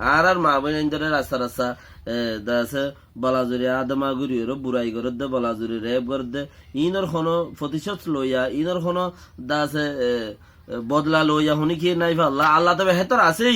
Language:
Rohingya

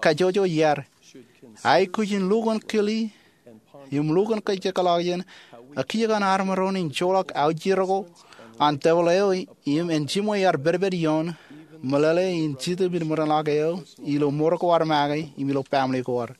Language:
Marshallese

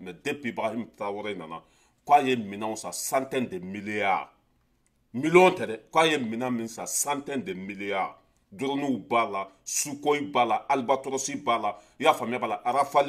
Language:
Bambara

